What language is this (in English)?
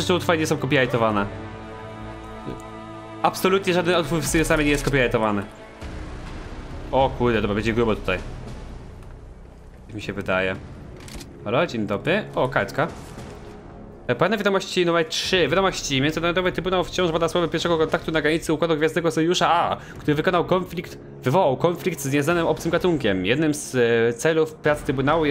Polish